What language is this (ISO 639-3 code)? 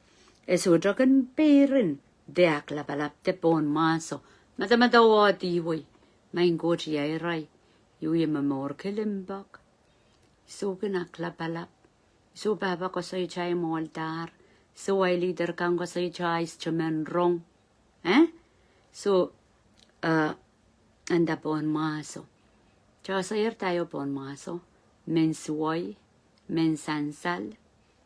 pon